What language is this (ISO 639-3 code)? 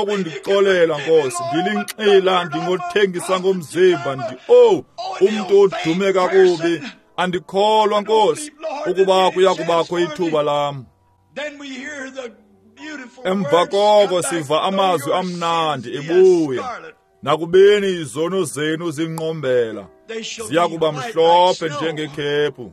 xho